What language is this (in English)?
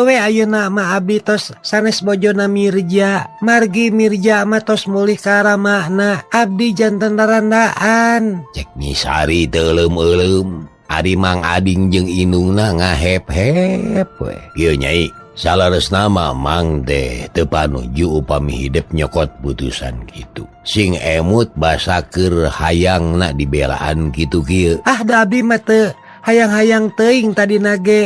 Sundanese